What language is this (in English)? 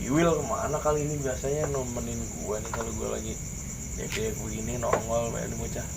Betawi